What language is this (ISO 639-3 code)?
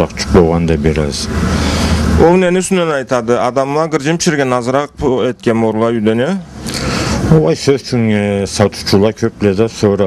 krc